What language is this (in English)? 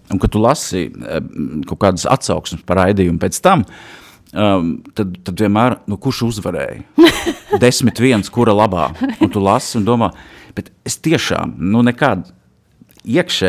Latvian